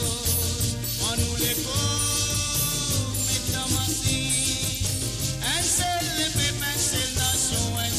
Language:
Morisyen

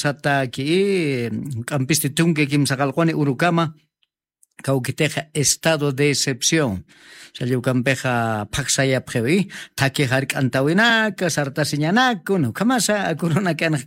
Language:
Aymara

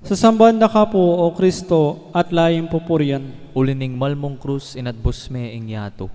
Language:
Pampanga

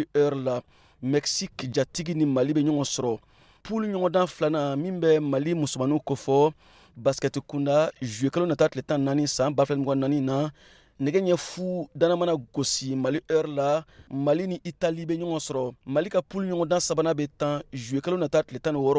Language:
Bambara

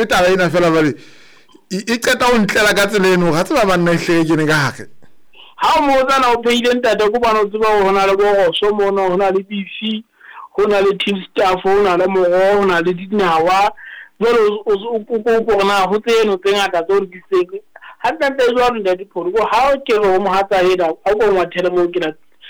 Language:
Southern Sotho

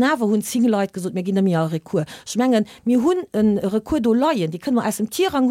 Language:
Luxembourgish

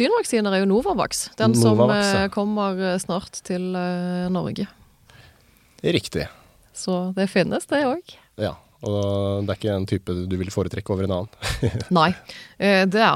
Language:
Norwegian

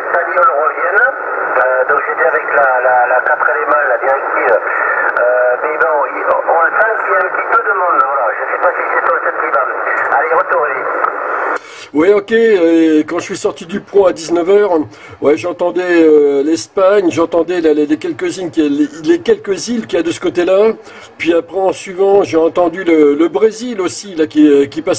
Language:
French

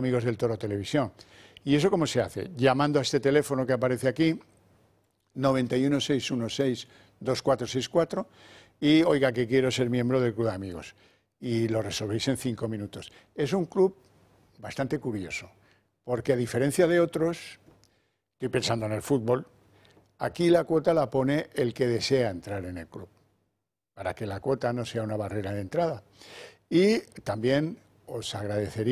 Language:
Spanish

